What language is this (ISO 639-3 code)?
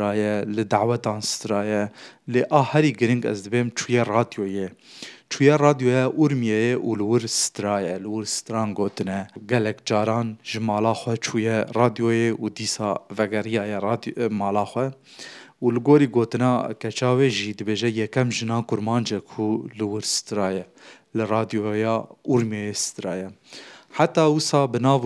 kur